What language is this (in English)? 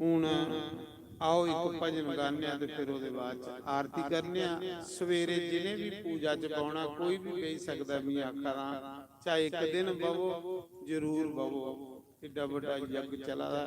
Dogri